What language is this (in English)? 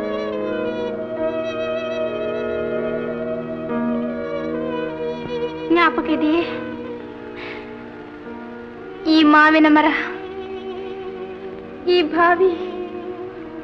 Kannada